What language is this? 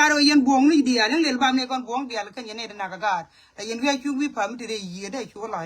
Nuer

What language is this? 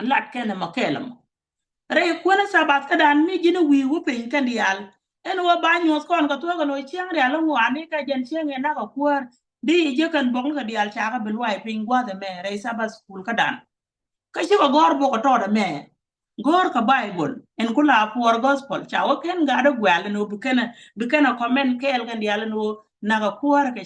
Nuer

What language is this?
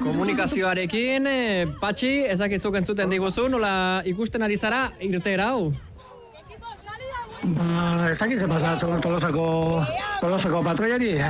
Basque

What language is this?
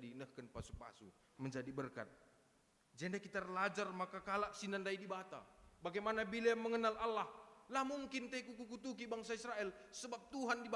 Batak Karo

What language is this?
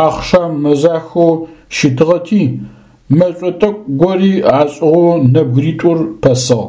Adyghe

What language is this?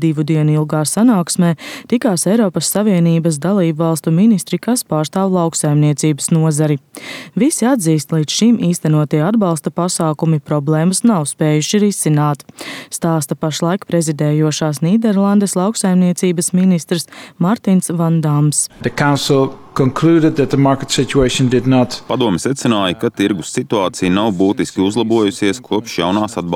Latvian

